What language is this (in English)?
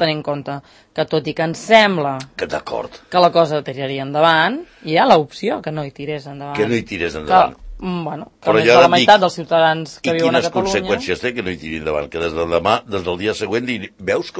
Catalan